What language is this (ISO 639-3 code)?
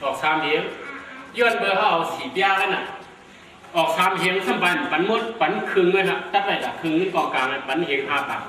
shn